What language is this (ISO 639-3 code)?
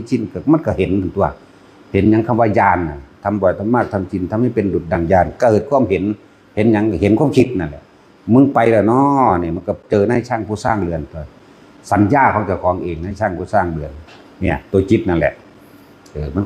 tts